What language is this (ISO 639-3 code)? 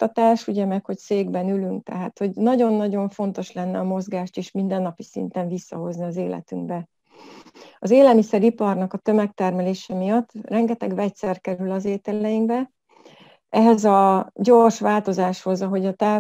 hun